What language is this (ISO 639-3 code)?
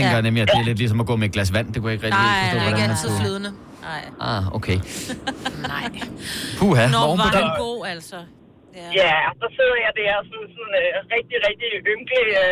dan